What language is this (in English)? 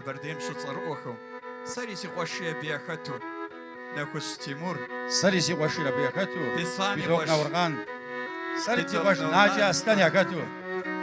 Kabardian